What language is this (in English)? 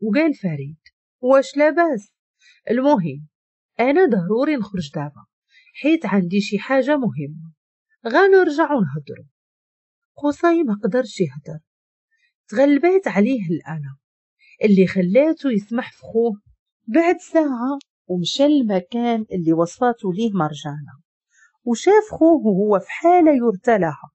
Moroccan Arabic